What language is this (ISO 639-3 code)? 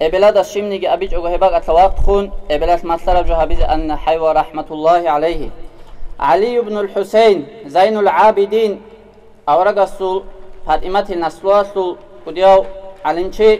ava